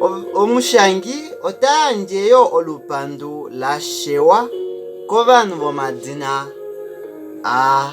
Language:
Kuanyama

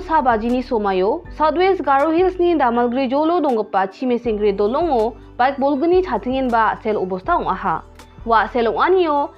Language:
Garo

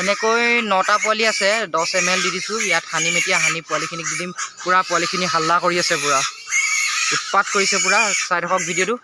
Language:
Assamese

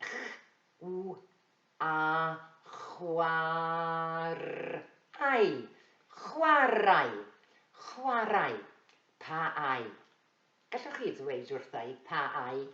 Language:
Welsh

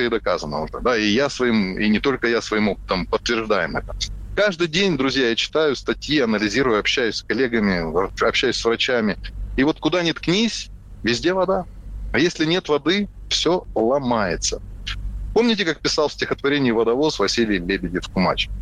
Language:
Russian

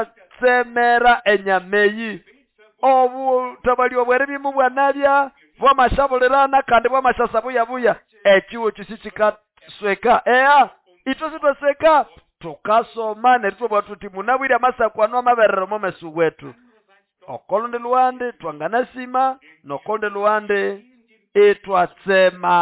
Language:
Nande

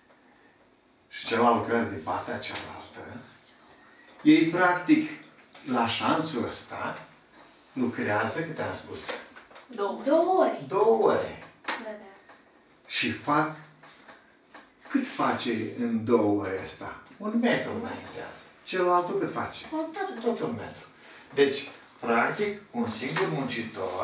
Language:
Romanian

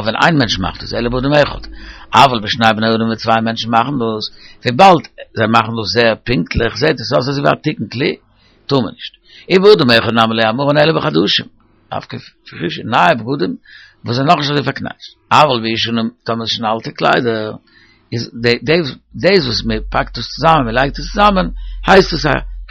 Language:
Yiddish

